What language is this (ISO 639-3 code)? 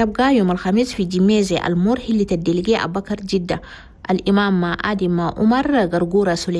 shu